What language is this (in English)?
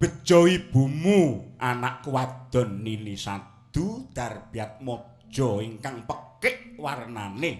Javanese